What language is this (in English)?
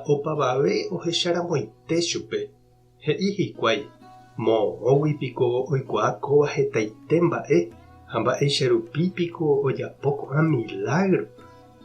Guarani